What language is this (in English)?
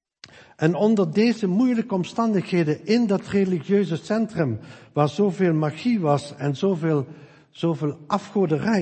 Dutch